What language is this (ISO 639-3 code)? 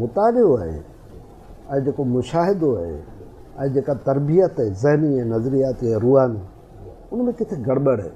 snd